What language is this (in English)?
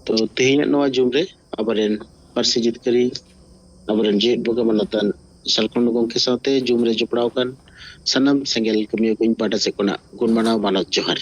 Santali